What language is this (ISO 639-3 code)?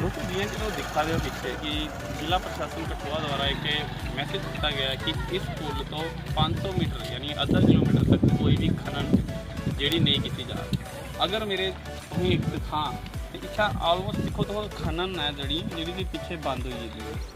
doi